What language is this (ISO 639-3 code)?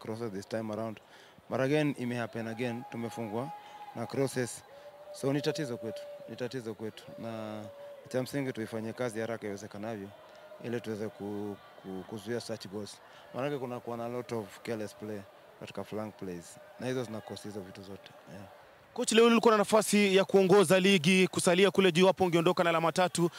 swa